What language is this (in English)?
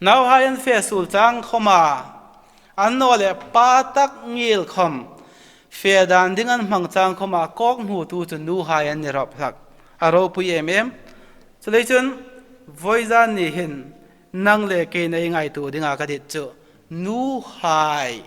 Hmar